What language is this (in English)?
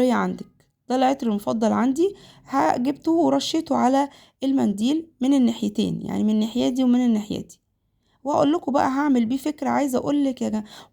Egyptian Arabic